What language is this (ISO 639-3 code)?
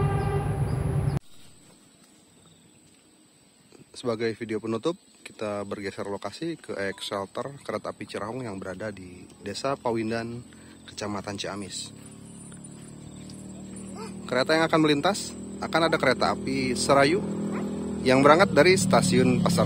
ind